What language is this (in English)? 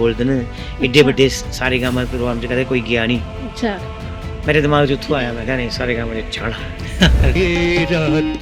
Dogri